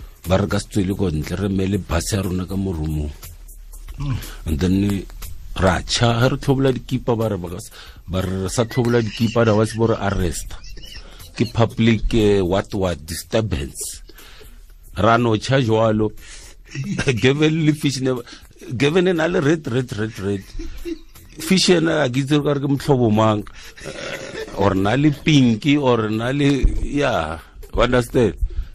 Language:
Tswana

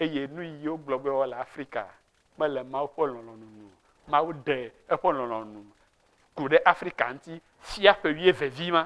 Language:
Ewe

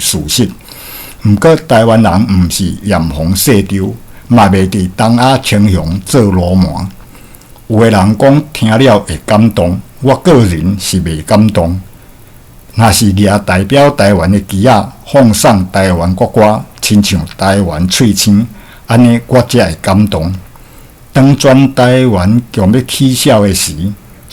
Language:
Min Nan Chinese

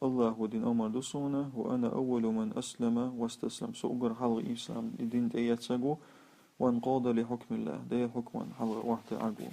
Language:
Chechen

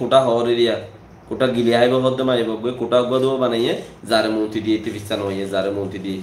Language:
Rohingya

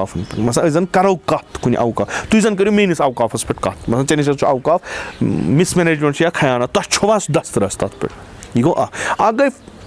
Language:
Kashmiri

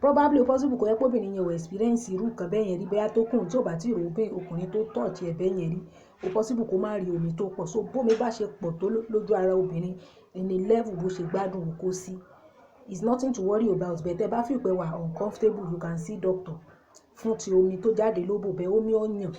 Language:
Yoruba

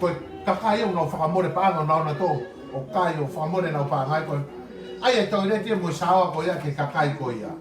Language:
Tongan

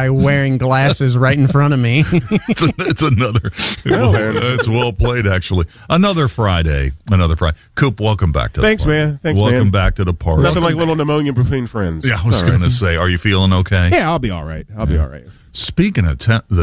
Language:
English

